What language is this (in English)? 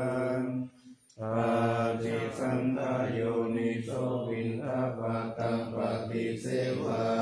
Pali